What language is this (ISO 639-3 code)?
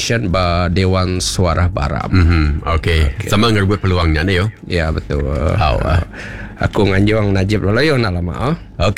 iba